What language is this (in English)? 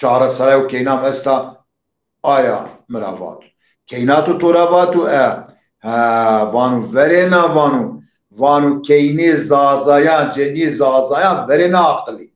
Zaza